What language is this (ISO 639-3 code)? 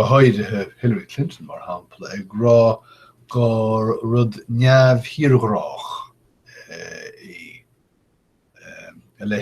gle